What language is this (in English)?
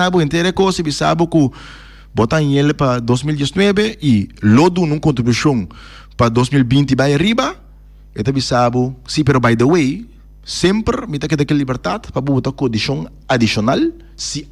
Papiamento